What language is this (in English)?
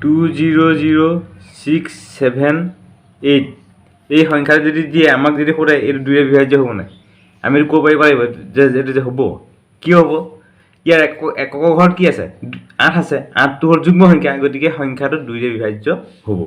Assamese